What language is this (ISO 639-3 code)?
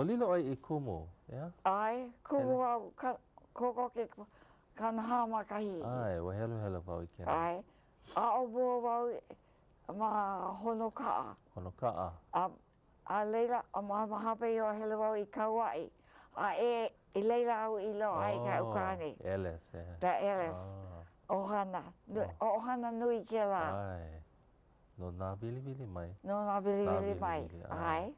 haw